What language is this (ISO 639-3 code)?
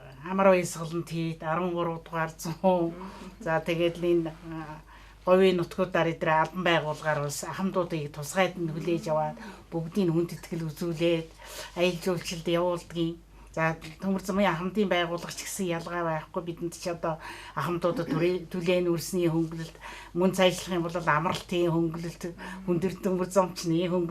mon